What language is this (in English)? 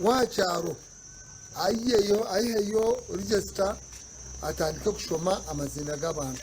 Nyankole